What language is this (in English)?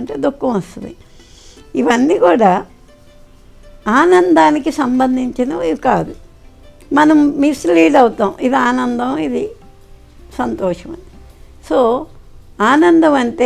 Telugu